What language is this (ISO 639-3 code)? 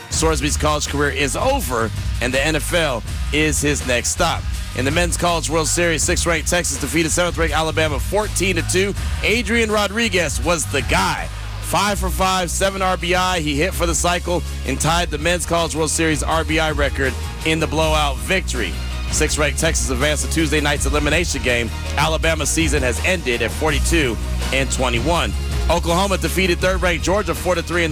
eng